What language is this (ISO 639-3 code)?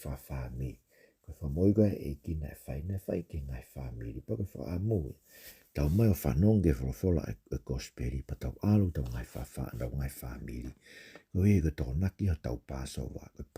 ton